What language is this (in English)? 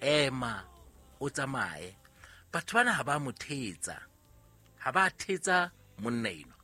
Southern Sotho